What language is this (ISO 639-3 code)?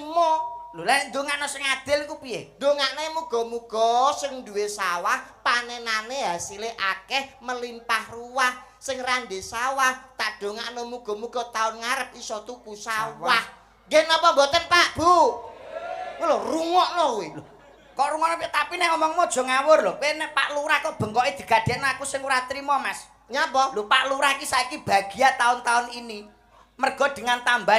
jav